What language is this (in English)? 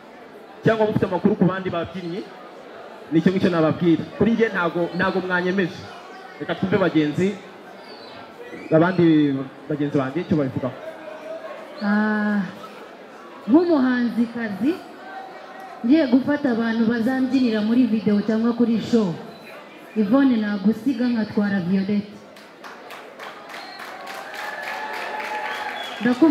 Kinyarwanda